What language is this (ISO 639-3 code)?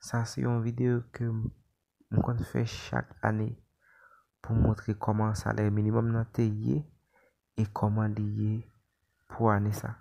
hat